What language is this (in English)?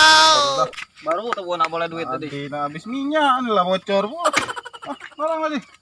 Musi